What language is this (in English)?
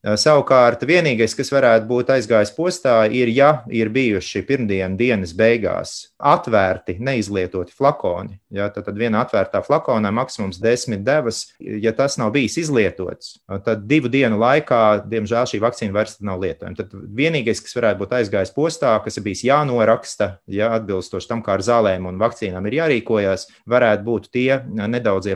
Latvian